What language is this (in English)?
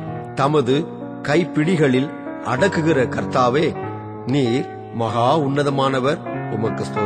Tamil